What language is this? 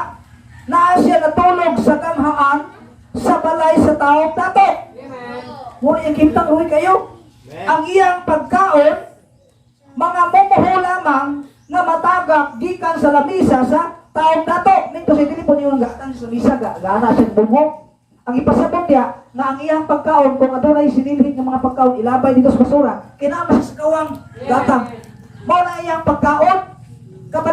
Cebuano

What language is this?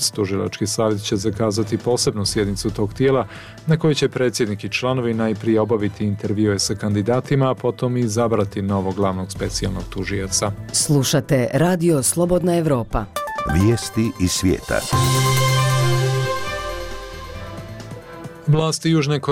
Bosnian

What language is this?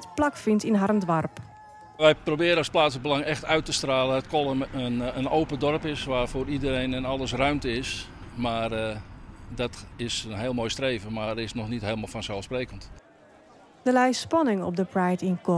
Western Frisian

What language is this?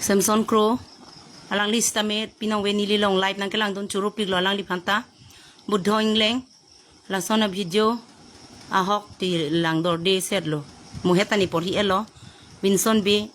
Karbi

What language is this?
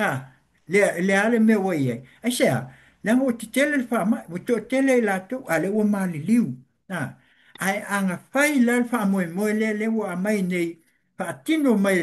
Samoan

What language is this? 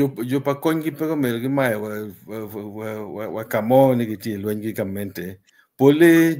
Acoli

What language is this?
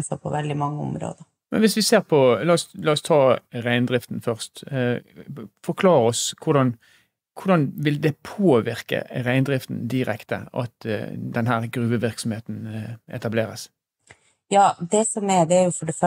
Norwegian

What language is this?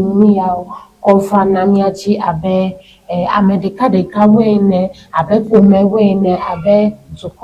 Ewe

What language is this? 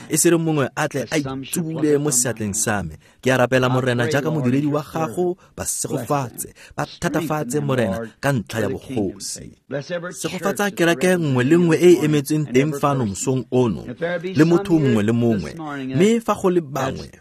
Tswana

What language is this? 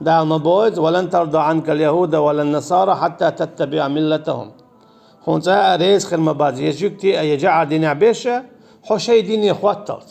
Chechen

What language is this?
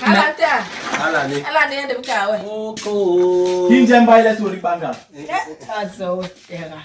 Basaa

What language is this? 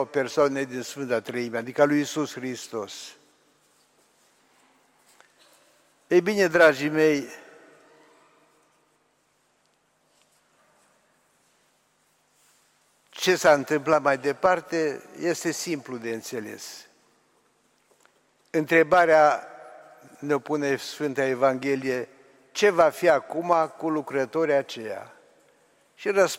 Romanian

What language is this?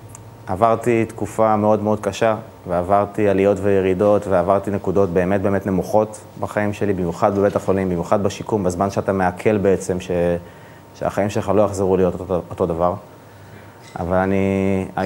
Hebrew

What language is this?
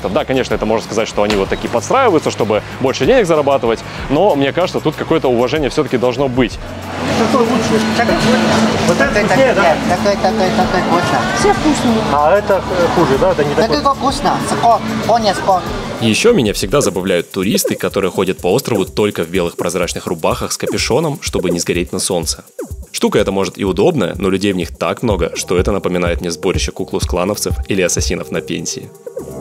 Russian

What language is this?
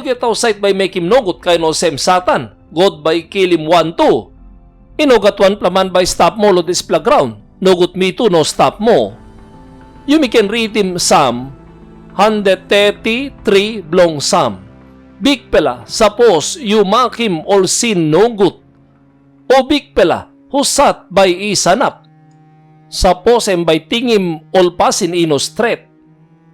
Tok Pisin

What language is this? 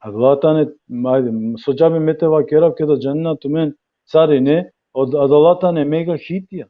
Balkan Romani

